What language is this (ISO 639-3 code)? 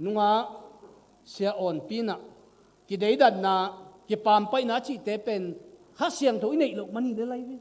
ctd